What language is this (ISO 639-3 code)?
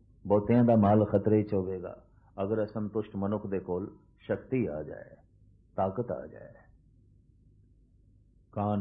pan